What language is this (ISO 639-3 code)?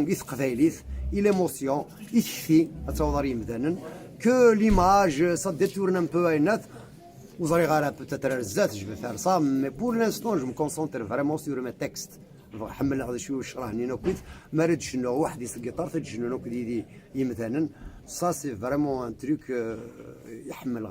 kab